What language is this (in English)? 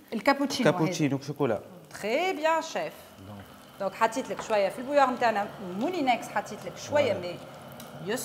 Tunisian Arabic